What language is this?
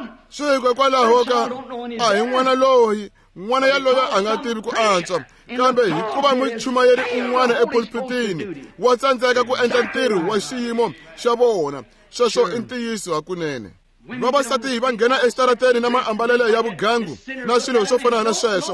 Tsonga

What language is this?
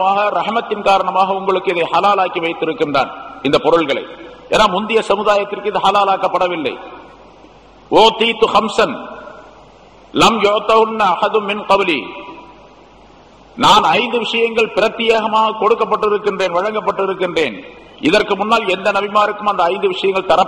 Tamil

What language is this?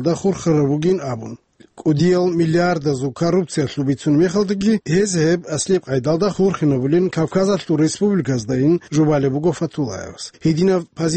Avaric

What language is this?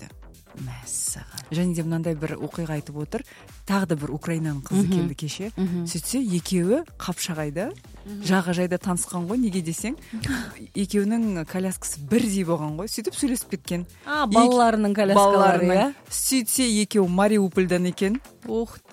Kazakh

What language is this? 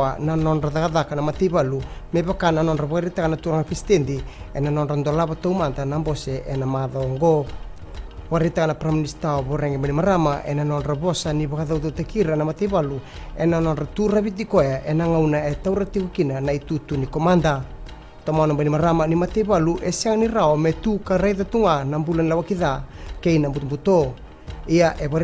Fijian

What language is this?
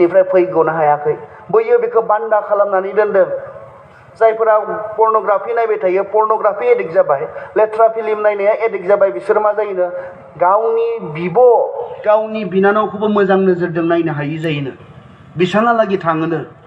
Bodo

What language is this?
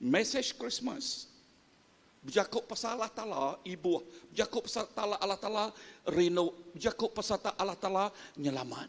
Iban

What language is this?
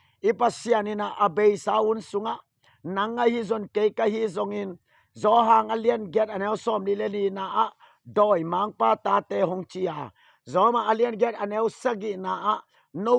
Tedim Chin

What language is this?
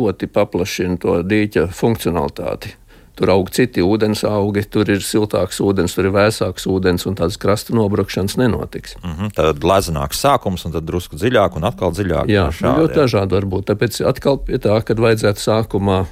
Latvian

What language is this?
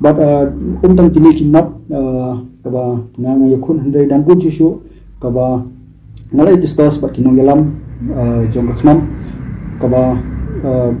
Khasi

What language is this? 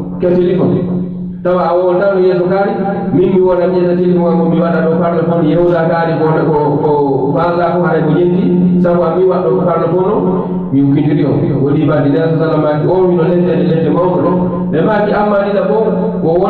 Fula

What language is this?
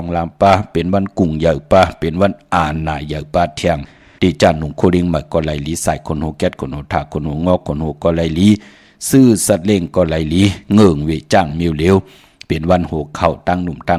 Shan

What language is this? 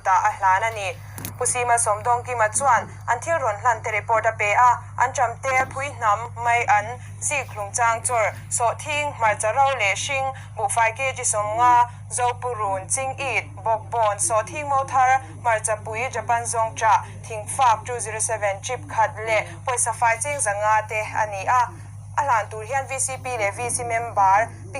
Mizo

